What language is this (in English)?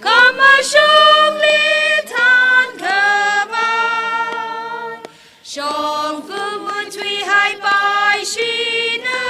Tangkhul Naga (India)